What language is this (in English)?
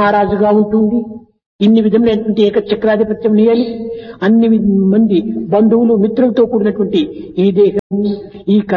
Telugu